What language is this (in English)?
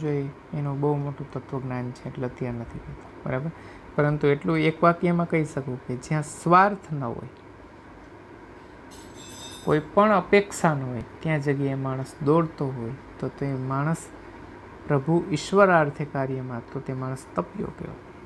Gujarati